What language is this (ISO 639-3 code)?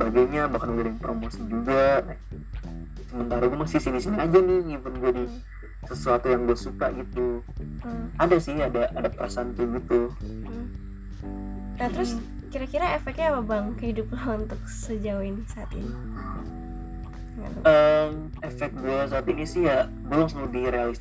ind